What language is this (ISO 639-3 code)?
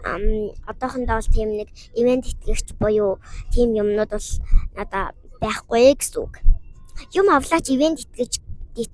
mon